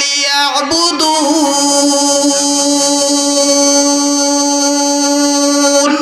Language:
Sylheti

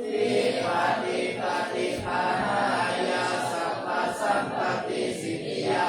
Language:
Pali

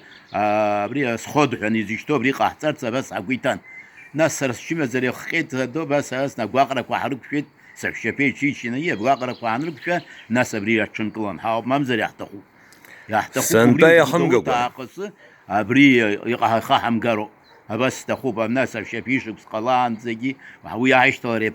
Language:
Abkhazian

